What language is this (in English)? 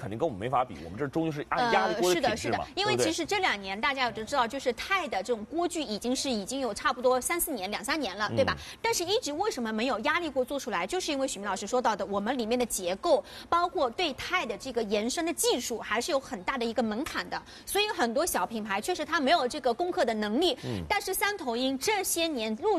Chinese